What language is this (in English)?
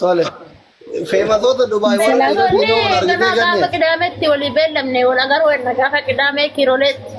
Oromo